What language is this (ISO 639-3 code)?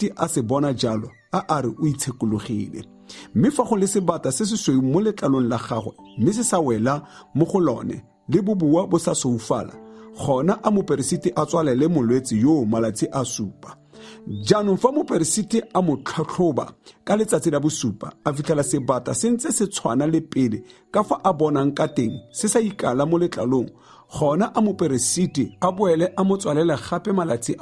tsn